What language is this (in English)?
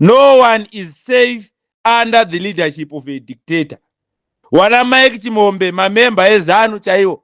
Shona